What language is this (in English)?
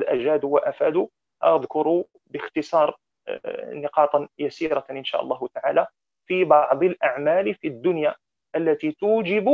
Arabic